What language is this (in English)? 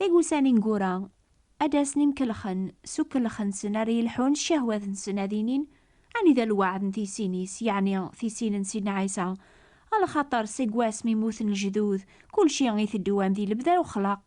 Kabyle